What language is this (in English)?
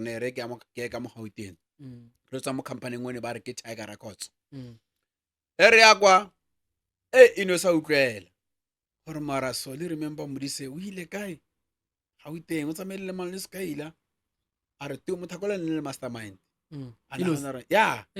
Northern Sotho